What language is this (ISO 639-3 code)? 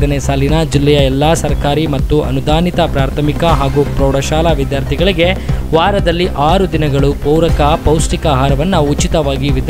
kan